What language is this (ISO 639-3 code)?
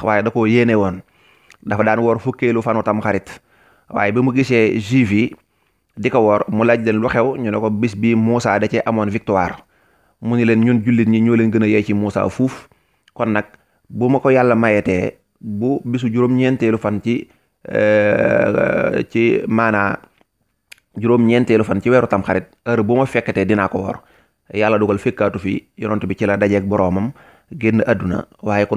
wol